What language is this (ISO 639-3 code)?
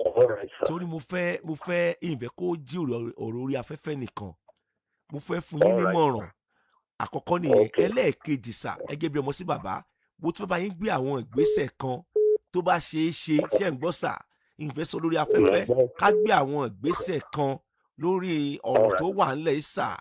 yor